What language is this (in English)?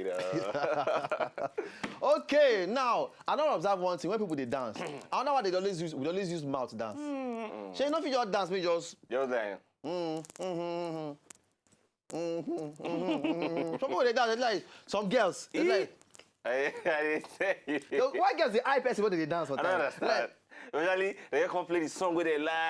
Nigerian Pidgin